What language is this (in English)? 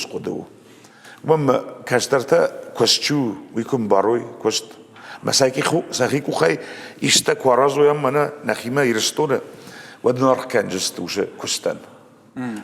Ossetic